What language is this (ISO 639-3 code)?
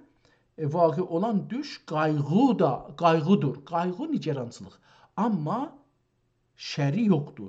azb